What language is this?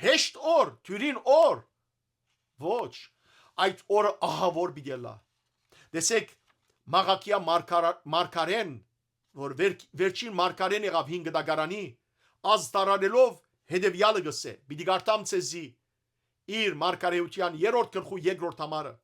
Western Armenian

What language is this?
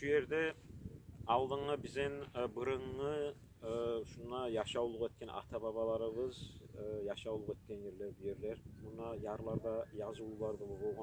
Kumyk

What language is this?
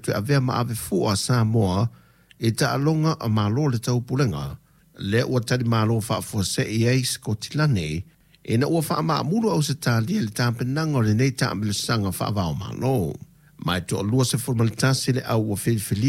Samoan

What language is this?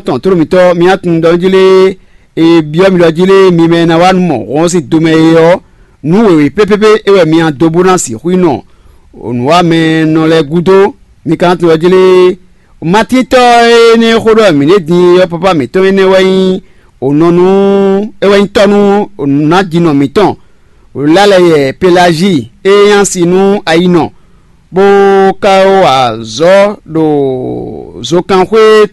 Fon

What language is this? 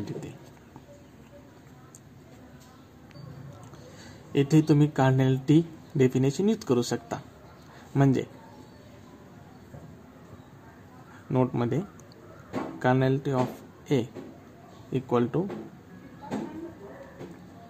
Marathi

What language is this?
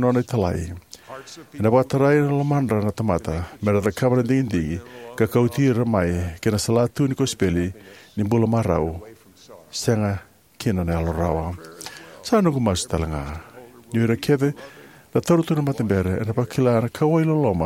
Fijian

